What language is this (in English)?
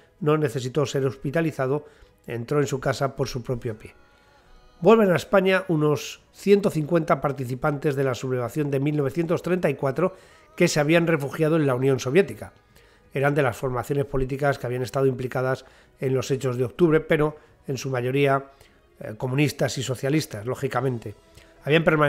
Spanish